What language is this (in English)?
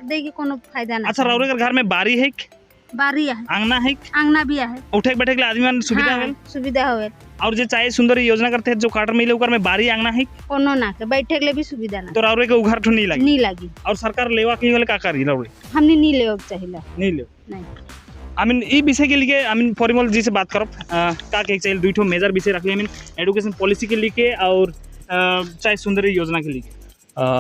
Sadri